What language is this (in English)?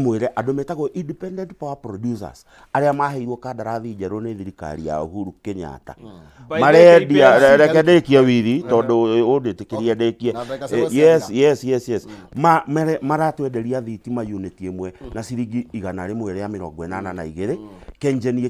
Kikuyu